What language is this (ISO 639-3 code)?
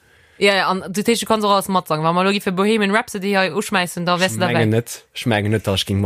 ltz